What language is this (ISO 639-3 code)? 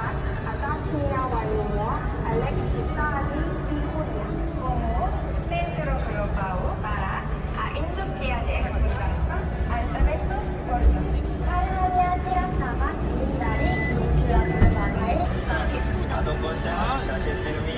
kor